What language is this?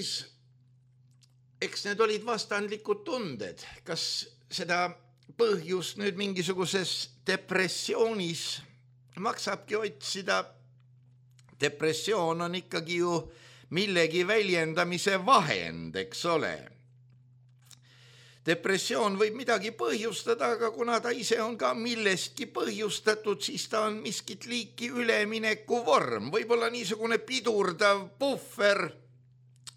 Estonian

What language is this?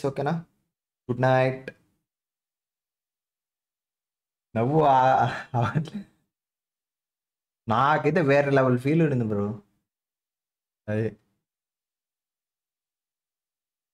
Telugu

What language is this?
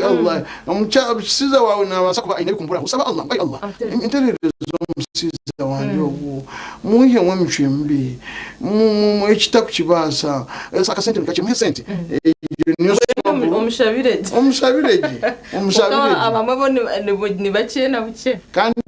Nyankole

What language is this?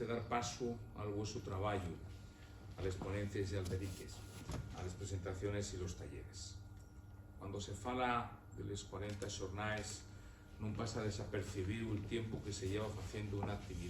Asturian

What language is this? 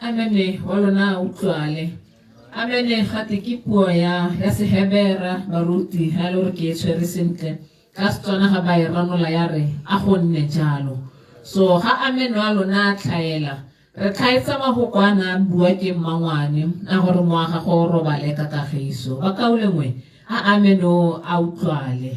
Tswana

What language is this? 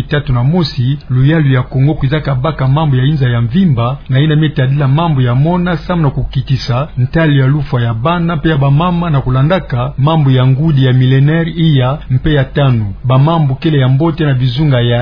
Kituba (Democratic Republic of Congo)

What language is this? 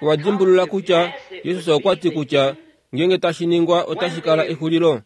Kuanyama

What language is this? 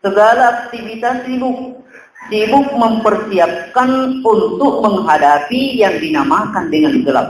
Buginese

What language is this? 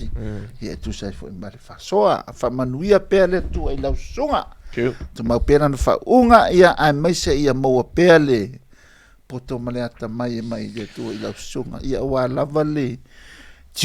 Samoan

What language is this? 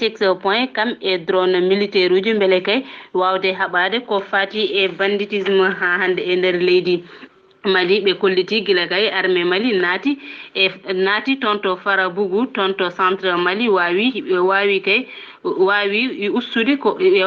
Fula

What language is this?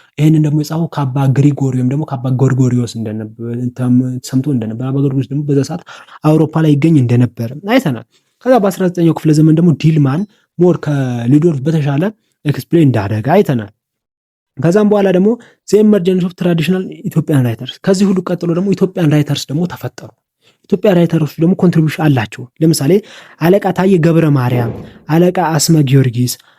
Amharic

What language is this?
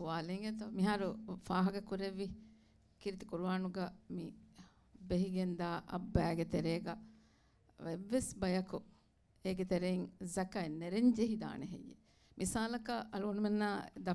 Divehi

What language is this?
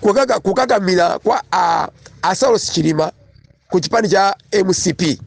Nyanja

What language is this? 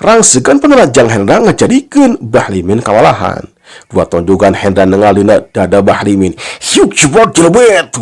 Sundanese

